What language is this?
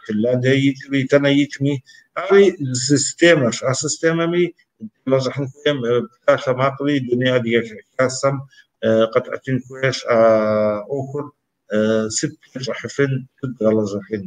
Kabardian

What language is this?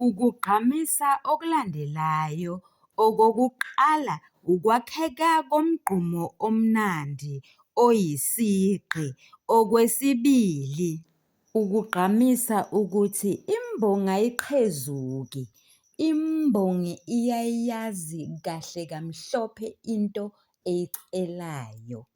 Zulu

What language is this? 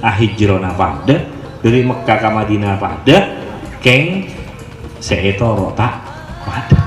Madurese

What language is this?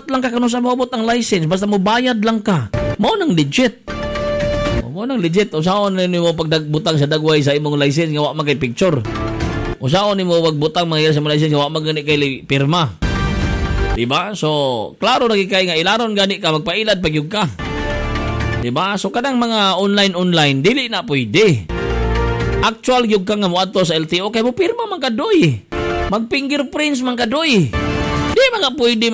Cebuano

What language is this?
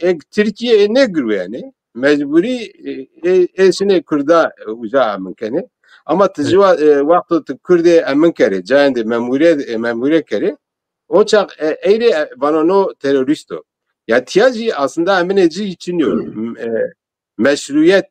Zaza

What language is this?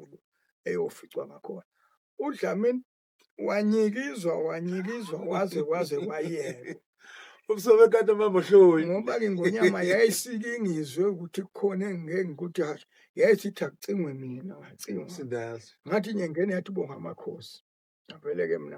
Zulu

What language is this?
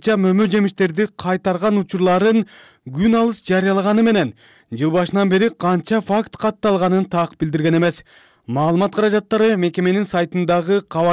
Kyrgyz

